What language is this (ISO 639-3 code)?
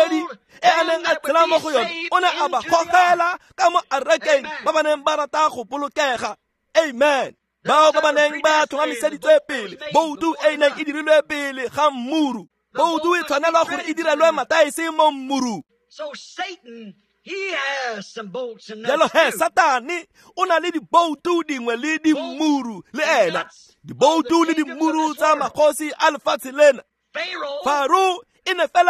tsn